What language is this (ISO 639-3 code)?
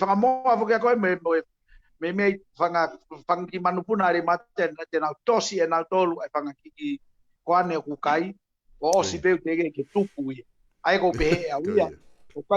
ton